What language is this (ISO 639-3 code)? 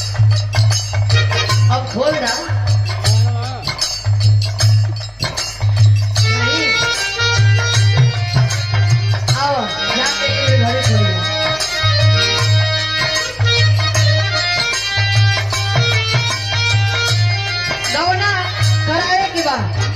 bho